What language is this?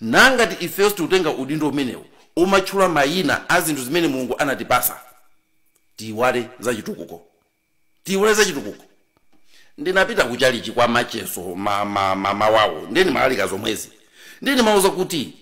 Nyanja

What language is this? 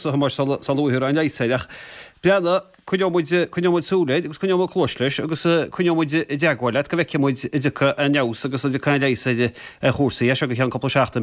Irish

